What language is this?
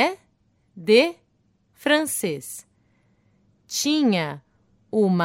Portuguese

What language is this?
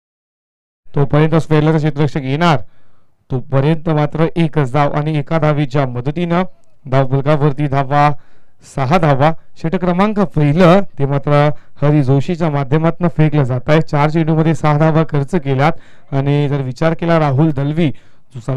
Marathi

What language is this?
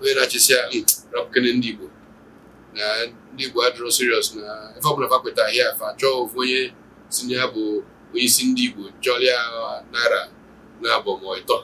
Igbo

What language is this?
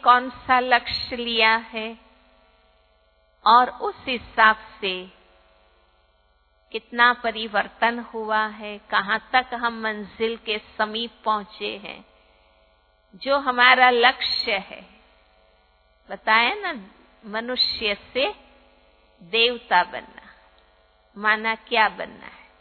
Hindi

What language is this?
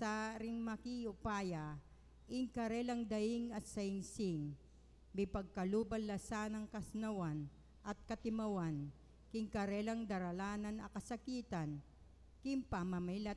Pampanga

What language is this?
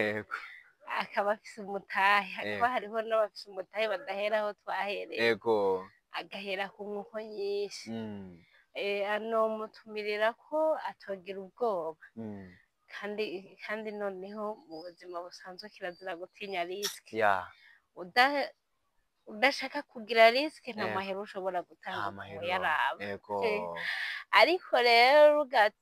Rundi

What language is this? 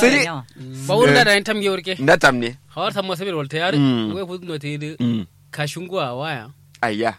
Kanuri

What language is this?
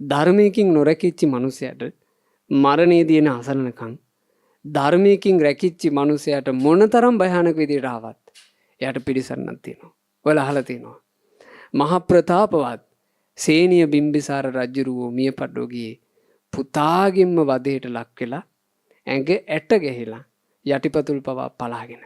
Sinhala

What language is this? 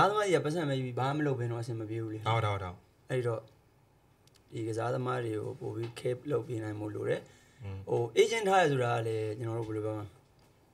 Burmese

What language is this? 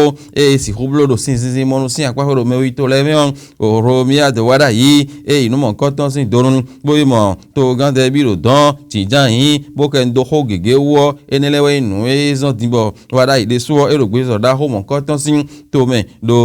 Fon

